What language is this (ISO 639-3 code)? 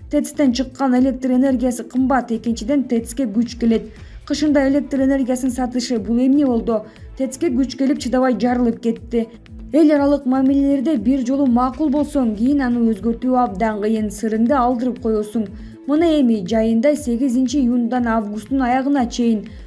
kir